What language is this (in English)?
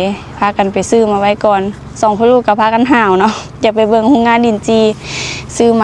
Lao